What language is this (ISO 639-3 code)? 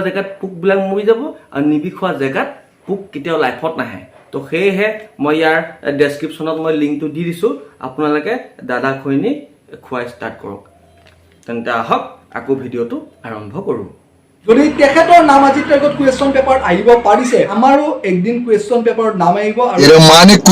asm